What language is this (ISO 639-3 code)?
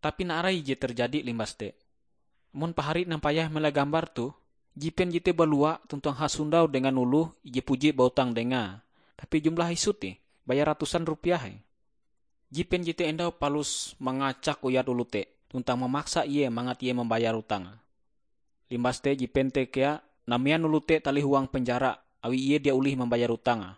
nij